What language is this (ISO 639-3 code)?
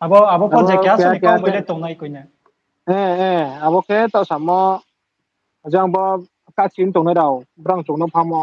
ria